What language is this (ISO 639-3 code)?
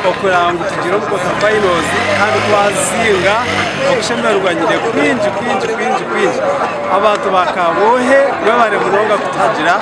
nyn